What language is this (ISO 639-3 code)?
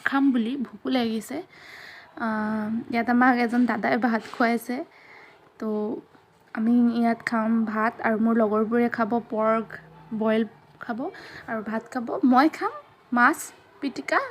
asm